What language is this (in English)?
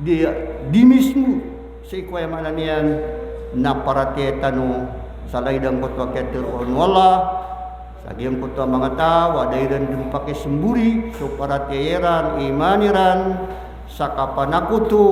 Maranao